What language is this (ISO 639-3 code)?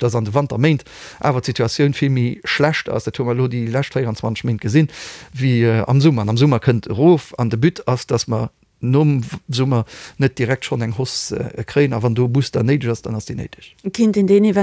ltz